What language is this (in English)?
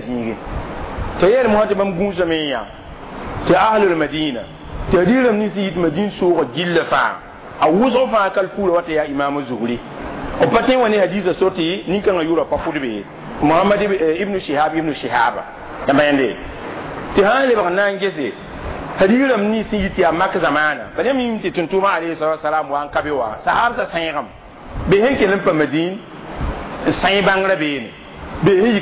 Mossi